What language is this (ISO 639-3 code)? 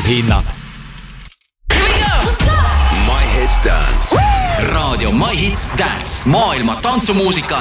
est